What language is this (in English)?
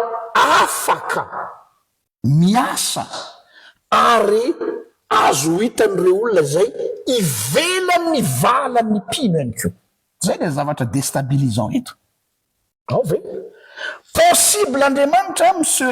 Malagasy